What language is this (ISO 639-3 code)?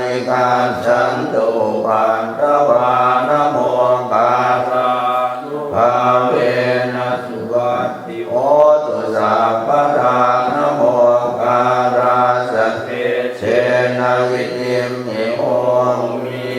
pli